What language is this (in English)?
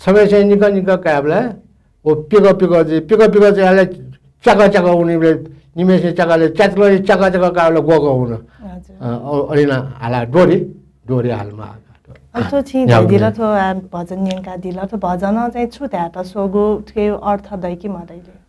Newari